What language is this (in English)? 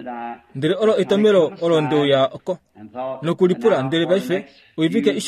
Kuanyama